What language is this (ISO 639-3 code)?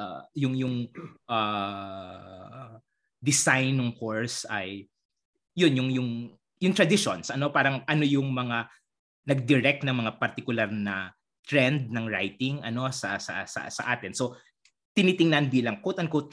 fil